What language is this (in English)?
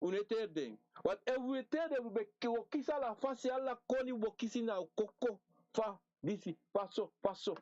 Sranan Tongo